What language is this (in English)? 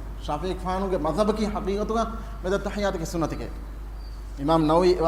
Divehi